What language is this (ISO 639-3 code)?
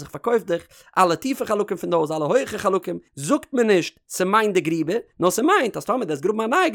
yid